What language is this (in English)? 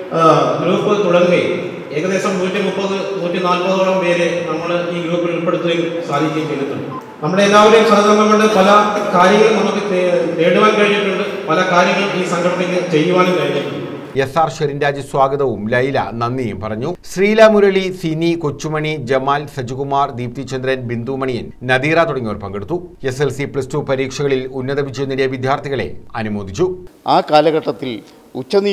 Malayalam